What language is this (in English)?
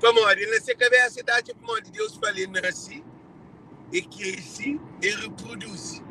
Kabuverdianu